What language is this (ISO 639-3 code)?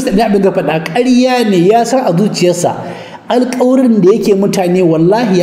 hau